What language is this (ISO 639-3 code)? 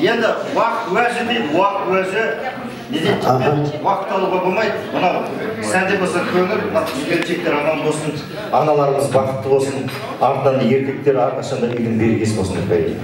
kaz